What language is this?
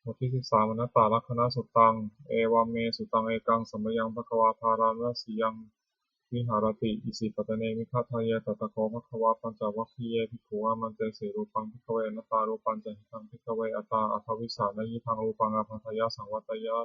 Pali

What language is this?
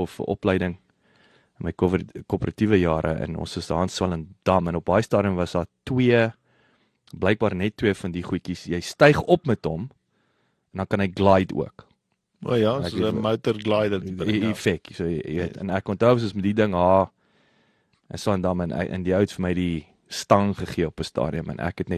Afrikaans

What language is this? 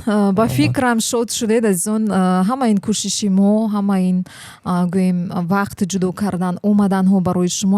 Tajik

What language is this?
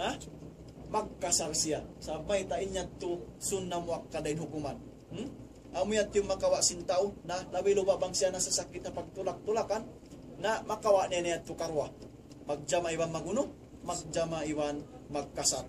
Tausug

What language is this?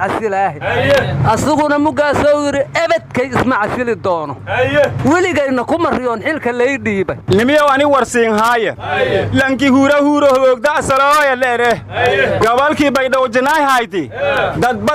Somali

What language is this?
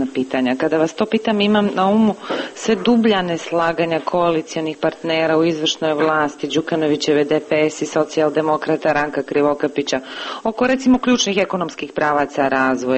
Serbian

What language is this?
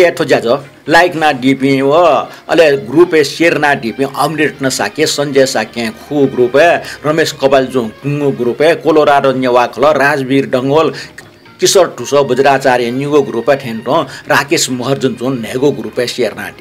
Newari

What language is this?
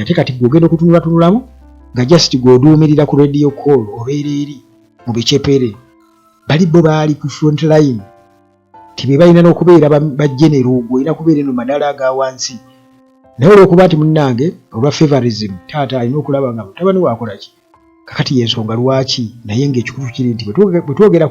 Ganda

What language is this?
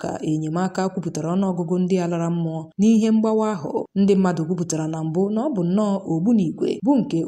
Igbo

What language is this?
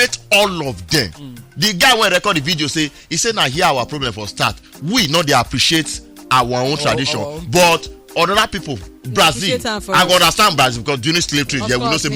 Nigerian Pidgin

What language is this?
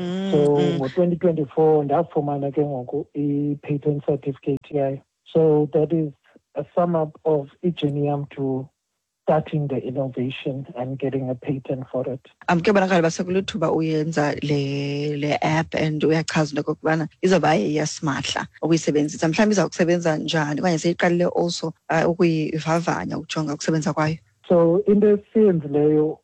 Xhosa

